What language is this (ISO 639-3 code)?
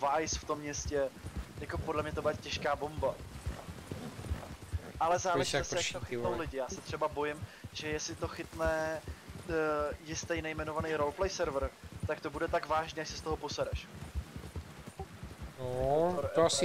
ces